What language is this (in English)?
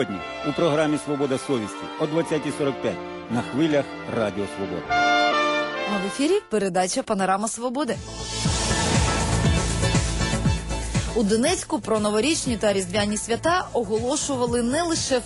Ukrainian